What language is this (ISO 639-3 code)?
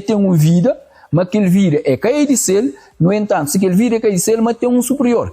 kea